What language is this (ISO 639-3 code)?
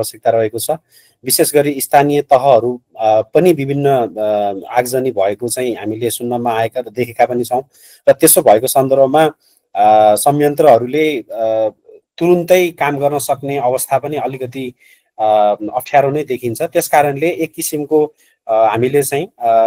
nep